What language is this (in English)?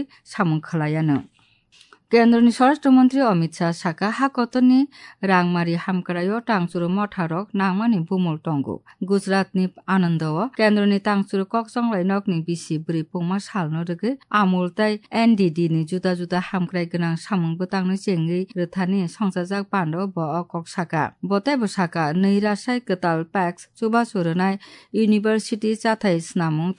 Kok Borok